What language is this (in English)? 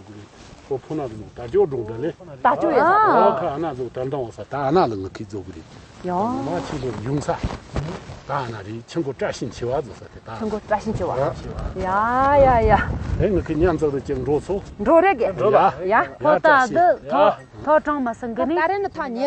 Tibetan